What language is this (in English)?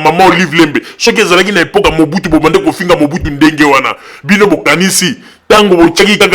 Lingala